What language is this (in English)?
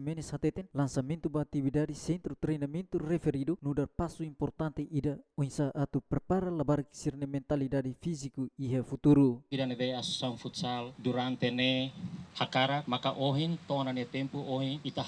Tetum